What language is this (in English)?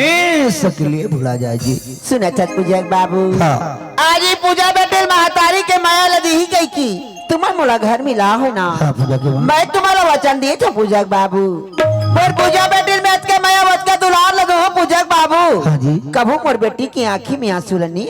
Chhattisgarhi